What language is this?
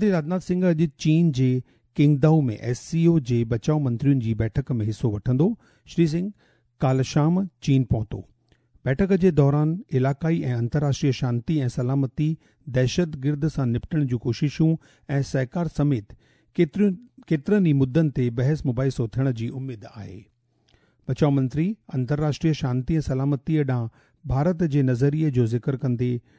Sindhi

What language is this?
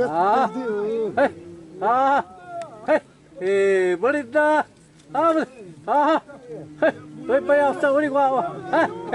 Xavánte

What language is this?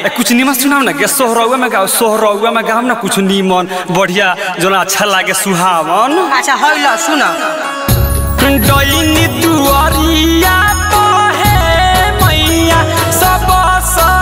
Bhojpuri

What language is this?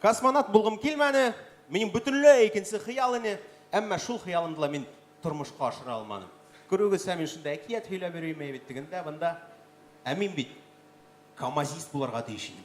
Bashkir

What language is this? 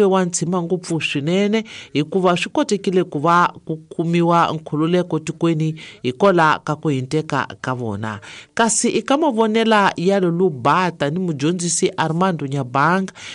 Tsonga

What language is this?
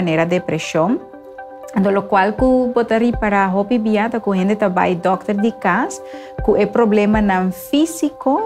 Papiamento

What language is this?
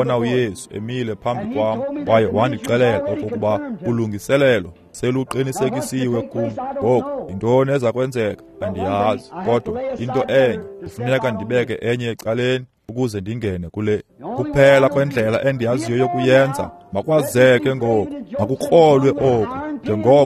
Xhosa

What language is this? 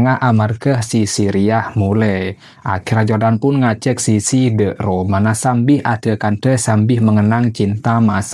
Madurese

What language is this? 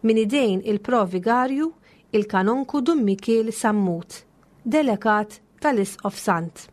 Maltese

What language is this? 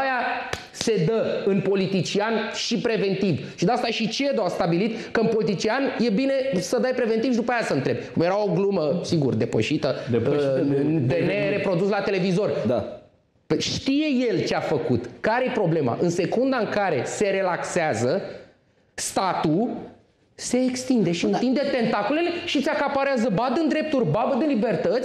Romanian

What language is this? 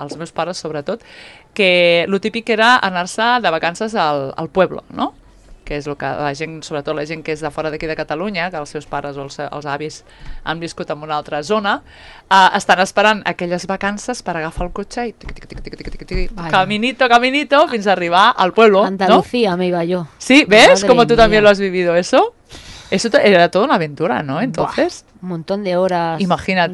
Catalan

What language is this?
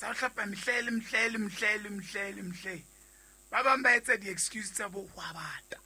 Southern Sotho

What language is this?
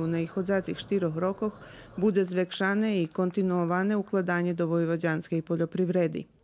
Rusyn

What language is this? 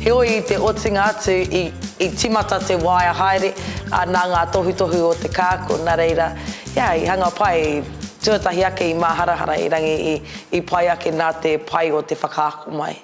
Māori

